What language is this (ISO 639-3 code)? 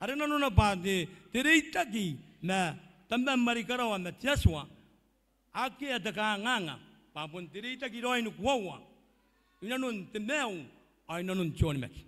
gil